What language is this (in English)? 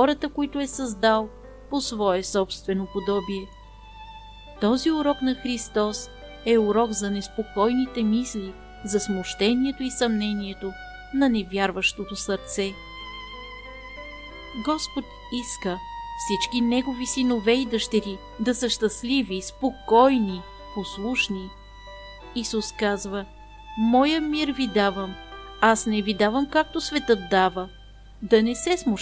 Bulgarian